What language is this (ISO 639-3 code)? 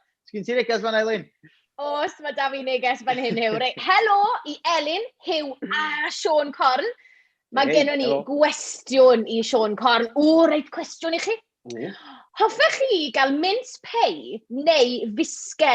cym